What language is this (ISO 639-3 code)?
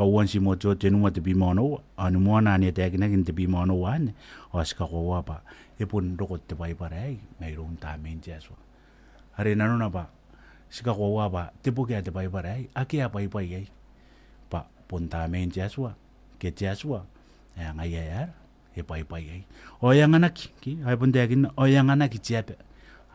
gil